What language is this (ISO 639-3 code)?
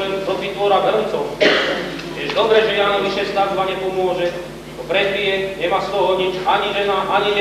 slk